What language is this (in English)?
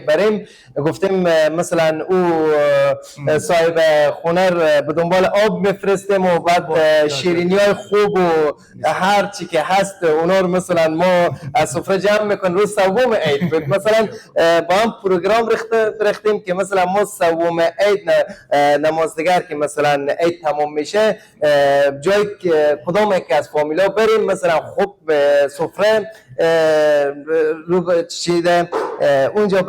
Persian